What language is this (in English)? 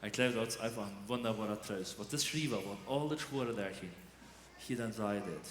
Plautdietsch